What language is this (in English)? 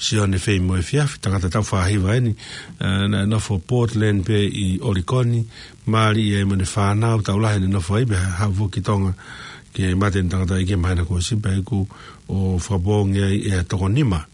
Tongan